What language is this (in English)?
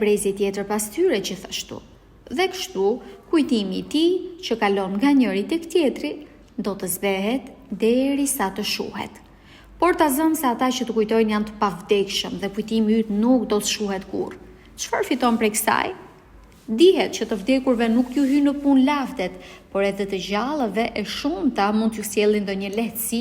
Albanian